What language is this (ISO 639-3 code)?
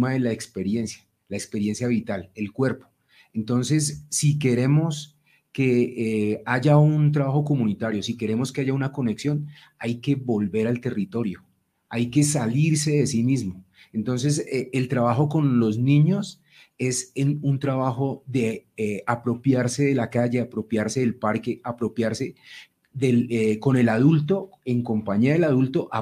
spa